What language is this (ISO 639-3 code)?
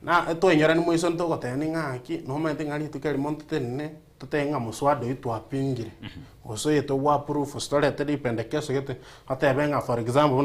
guz